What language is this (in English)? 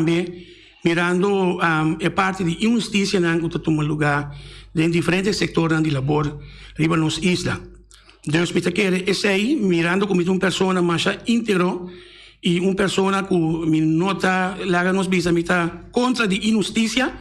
Papiamento